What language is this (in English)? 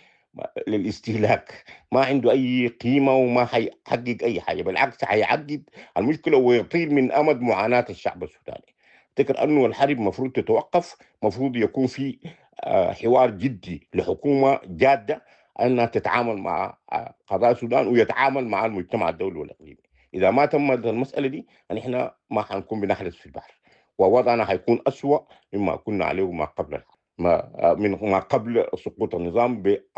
Sudanese Arabic